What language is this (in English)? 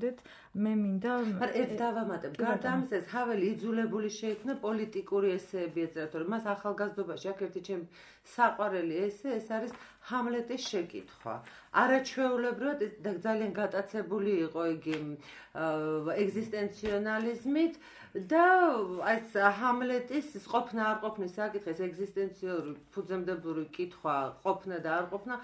Georgian